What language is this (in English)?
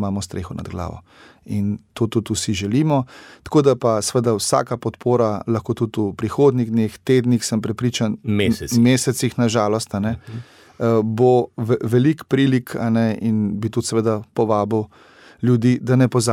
Slovenian